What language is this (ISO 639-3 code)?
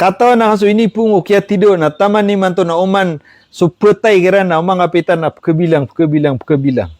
mrw